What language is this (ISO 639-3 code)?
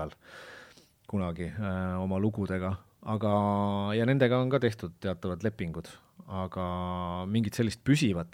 est